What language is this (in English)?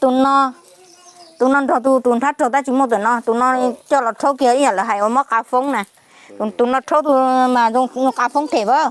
Hmong